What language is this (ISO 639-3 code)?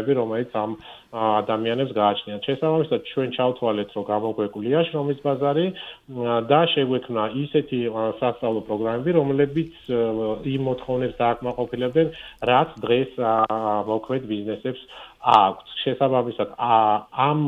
kat